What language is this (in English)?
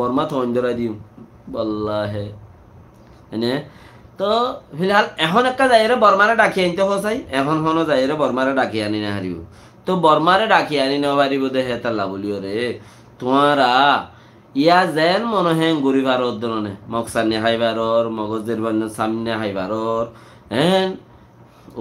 Rohingya